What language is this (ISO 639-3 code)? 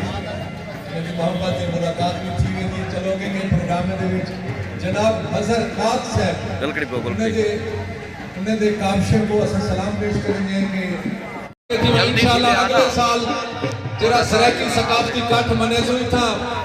skr